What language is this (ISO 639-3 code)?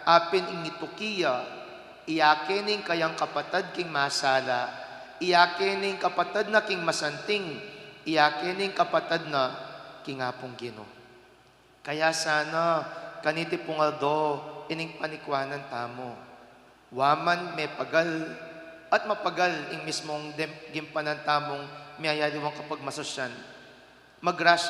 pam